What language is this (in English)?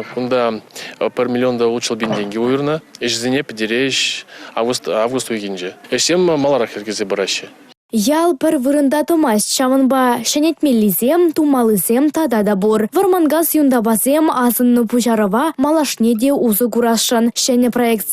Chuvash